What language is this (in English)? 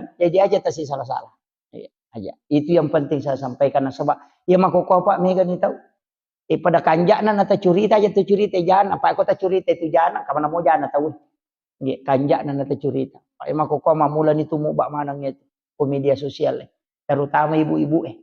Buginese